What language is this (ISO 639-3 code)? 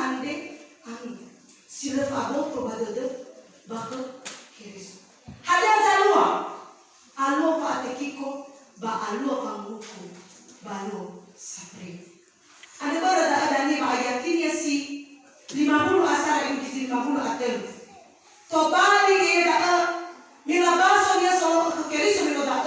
nia